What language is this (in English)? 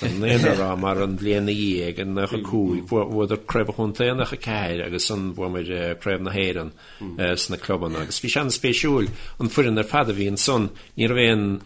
Irish